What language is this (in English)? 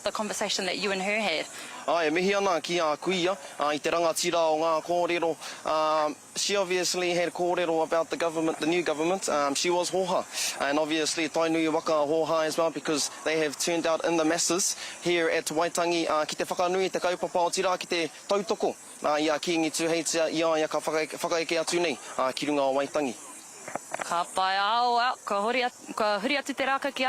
Māori